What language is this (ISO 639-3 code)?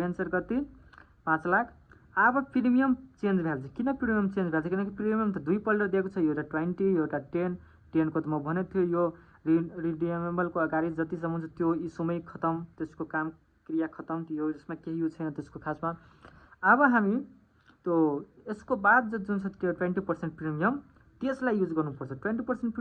nep